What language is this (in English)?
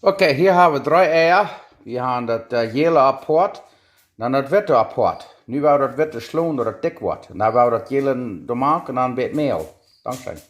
Plautdietsch